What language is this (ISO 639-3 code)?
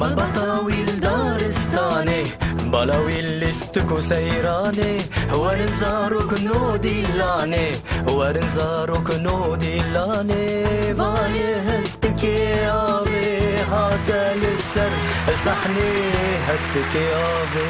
kur